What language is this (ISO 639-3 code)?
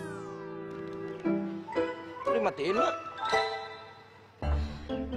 ind